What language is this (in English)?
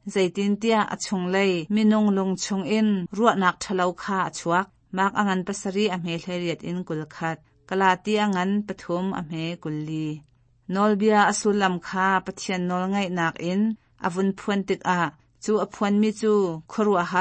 Hakha Chin